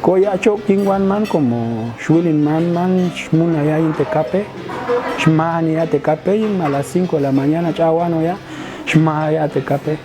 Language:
Popti'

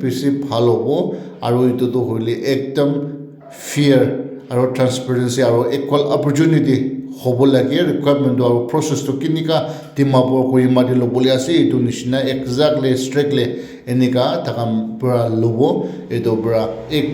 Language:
Naga Pidgin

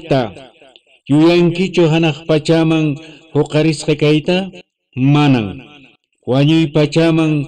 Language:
Quechua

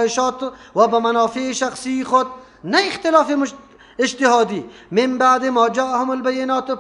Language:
Persian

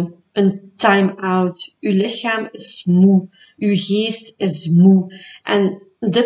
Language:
Dutch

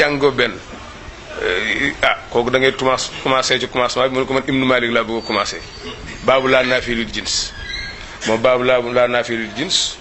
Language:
Wolof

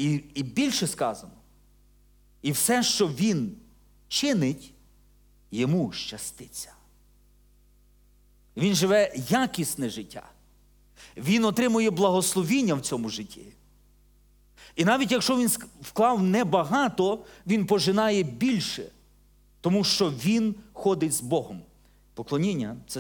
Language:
Ukrainian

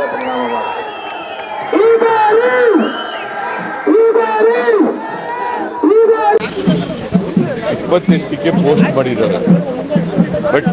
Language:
Kannada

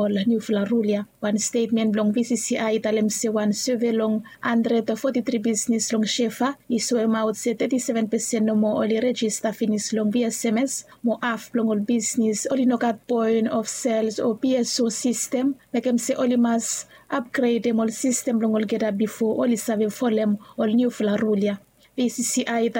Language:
Bislama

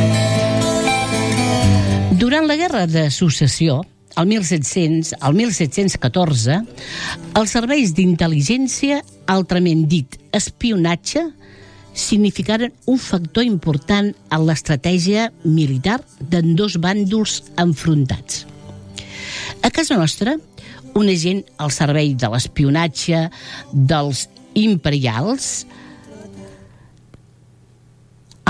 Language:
Catalan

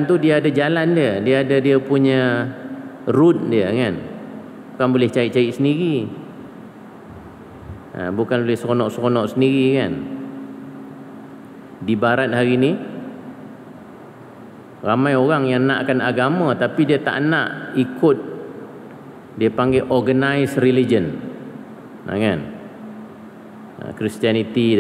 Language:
Malay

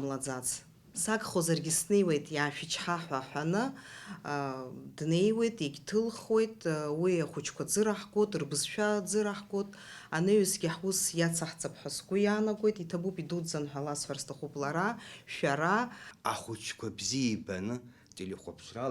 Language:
Abkhazian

